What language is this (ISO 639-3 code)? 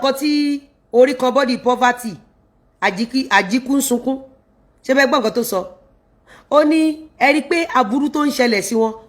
yor